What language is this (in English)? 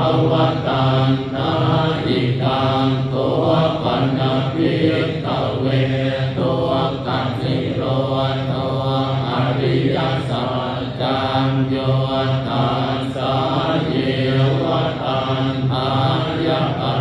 Pali